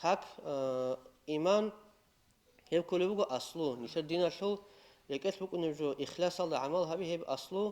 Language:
Avaric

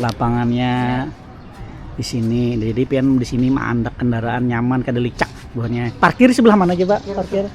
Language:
Banjar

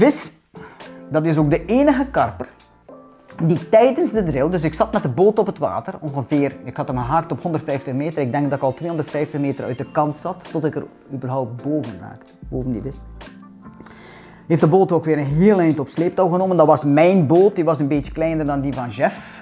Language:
Dutch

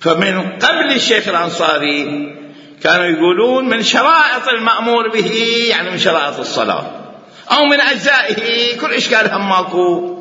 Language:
Mesopotamian Arabic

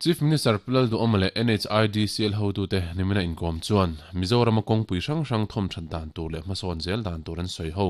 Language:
Mizo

